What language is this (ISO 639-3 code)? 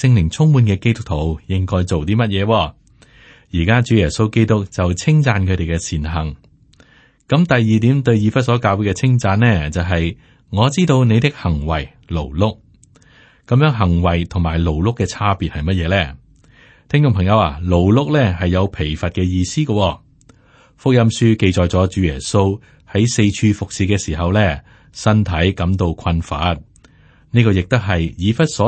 yue